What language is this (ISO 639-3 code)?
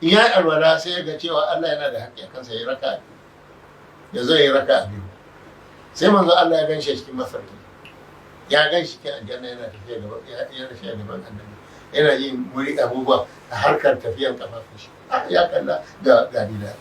hau